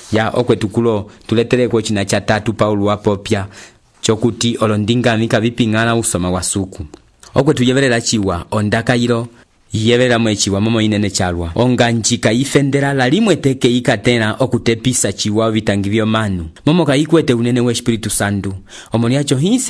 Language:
Umbundu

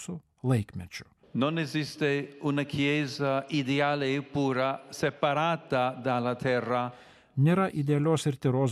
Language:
Lithuanian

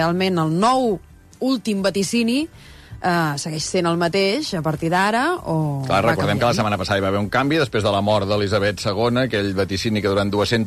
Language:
Catalan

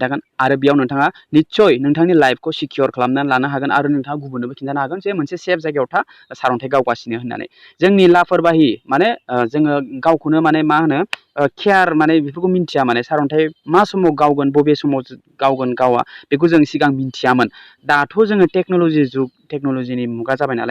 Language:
Bodo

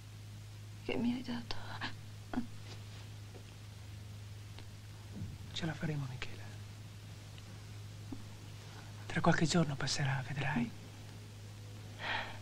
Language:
Italian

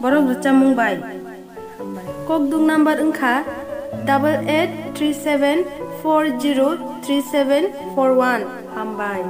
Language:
Kok Borok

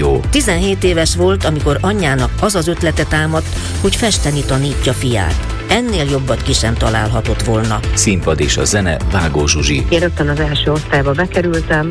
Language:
Hungarian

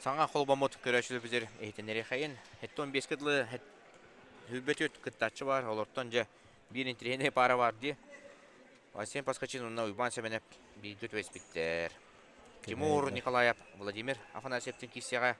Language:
Yakut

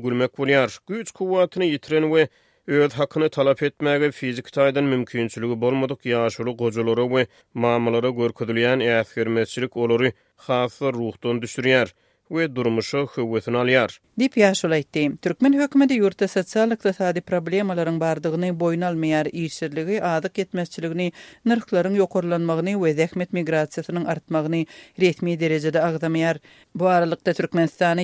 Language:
Turkmen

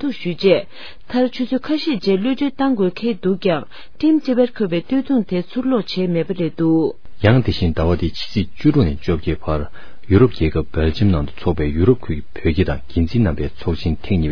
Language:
Tibetan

